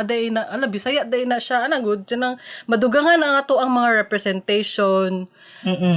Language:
Cebuano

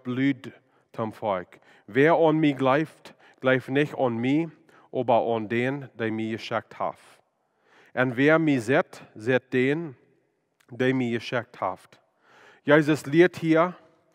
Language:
Plautdietsch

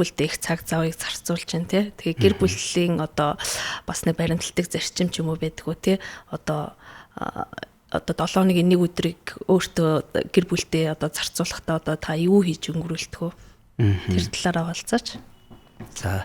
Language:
Mongolian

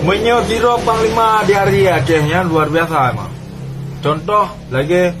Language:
Achinese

